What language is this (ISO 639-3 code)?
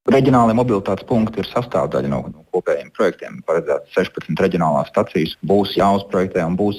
lav